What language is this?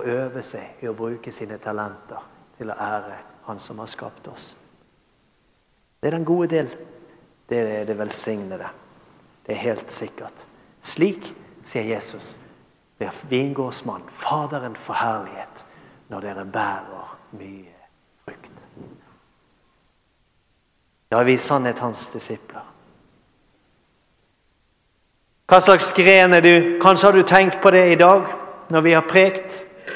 Norwegian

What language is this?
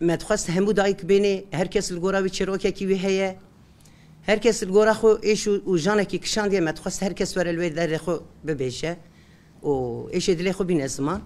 Kurdish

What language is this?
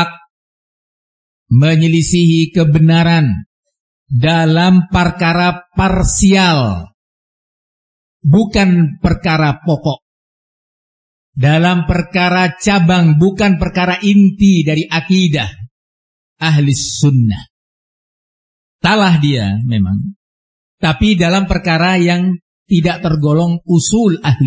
Indonesian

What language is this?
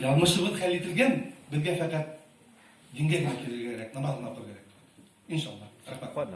Bashkir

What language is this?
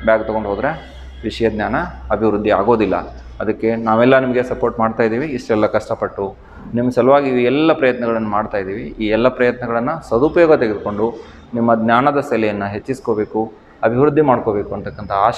Kannada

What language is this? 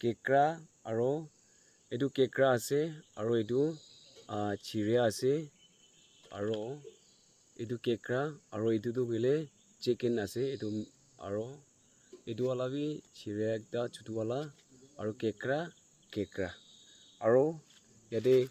Naga Pidgin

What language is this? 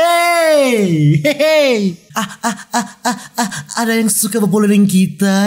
Manado Malay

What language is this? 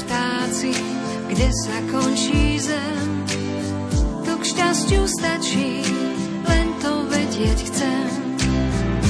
Slovak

